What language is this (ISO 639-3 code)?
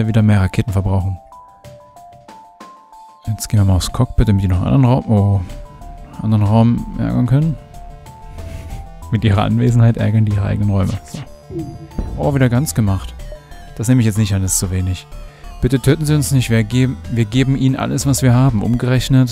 deu